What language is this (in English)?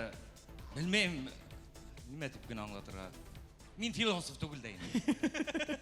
Bashkir